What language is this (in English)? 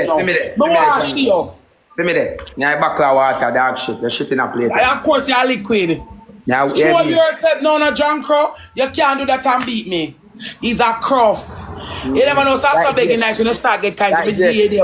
Jamaican Creole English